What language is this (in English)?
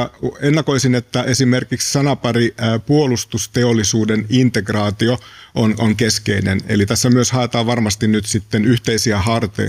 Finnish